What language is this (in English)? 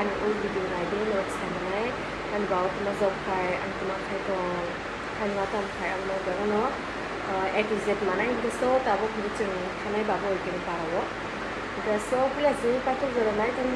Kok Borok